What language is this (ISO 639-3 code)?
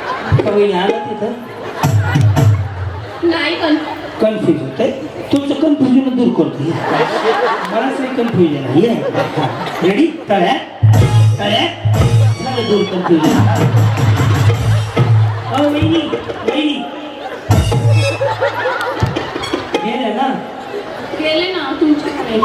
mar